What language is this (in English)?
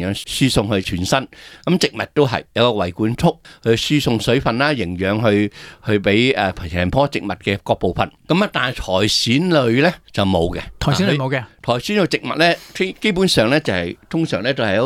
Cantonese